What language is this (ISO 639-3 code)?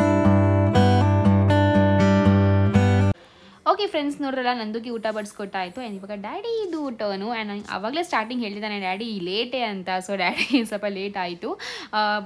kan